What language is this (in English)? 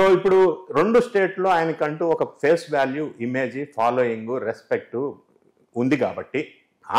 Telugu